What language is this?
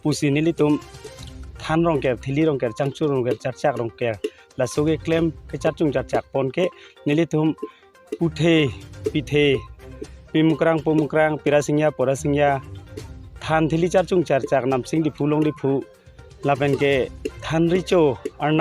Karbi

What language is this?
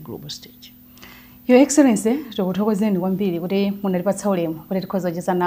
Nyanja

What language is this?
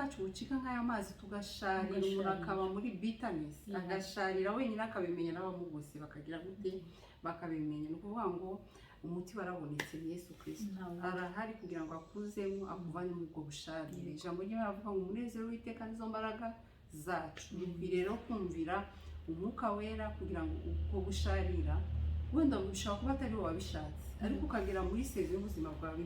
Kinyarwanda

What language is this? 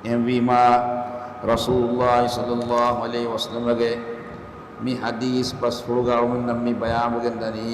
Divehi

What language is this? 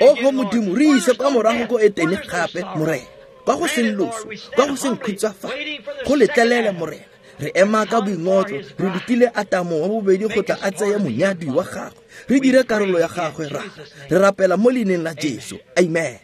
Tswana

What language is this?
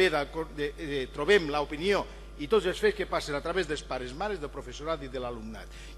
Catalan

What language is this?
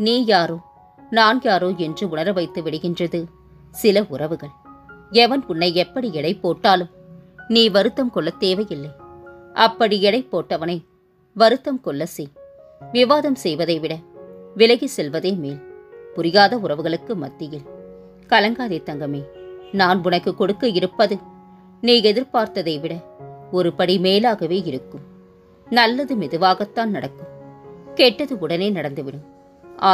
Tamil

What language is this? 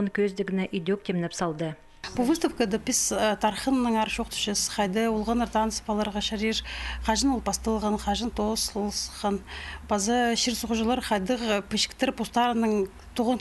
Khakas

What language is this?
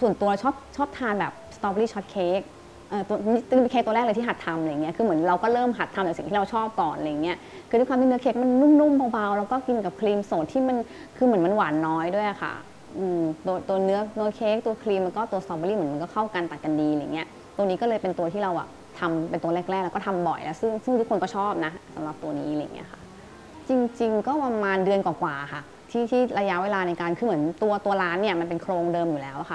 Thai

